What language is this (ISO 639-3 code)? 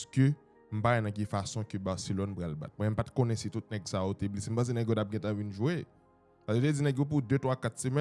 hat